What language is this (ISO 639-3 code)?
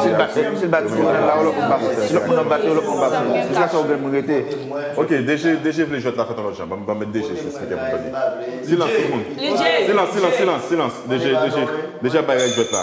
hat